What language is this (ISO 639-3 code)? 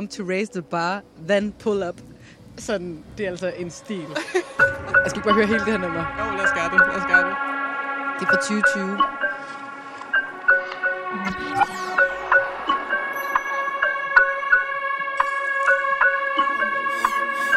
dan